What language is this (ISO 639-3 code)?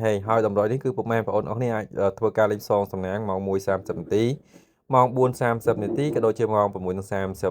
khm